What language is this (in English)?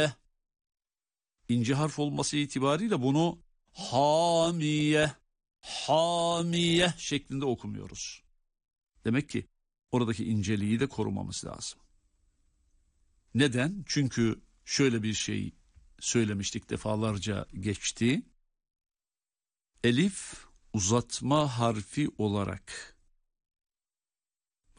Turkish